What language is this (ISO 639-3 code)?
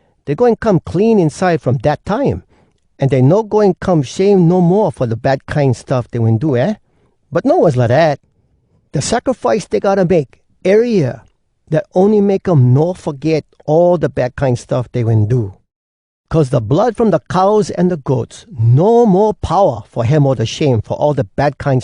hwc